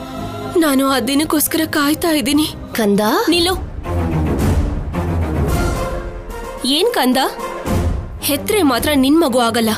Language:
Kannada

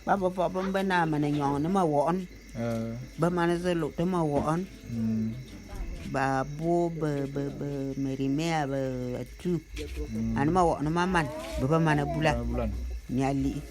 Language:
Bulu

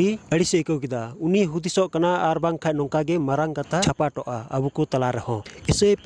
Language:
Santali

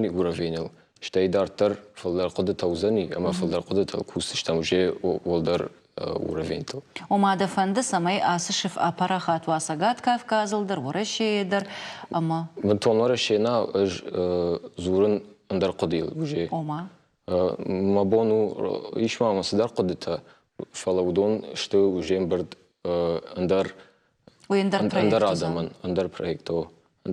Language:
Ossetic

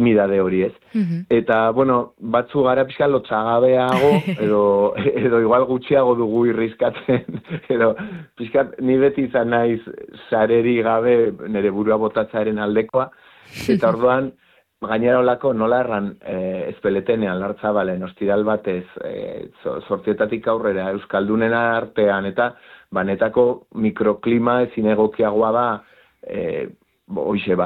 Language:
Basque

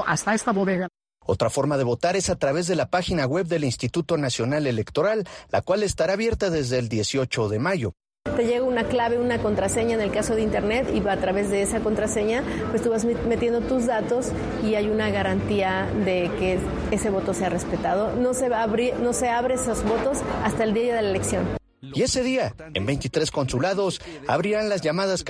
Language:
Spanish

